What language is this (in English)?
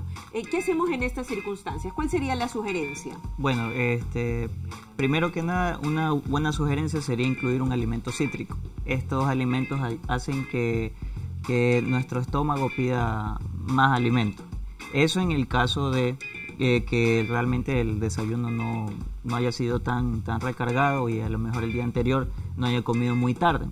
Spanish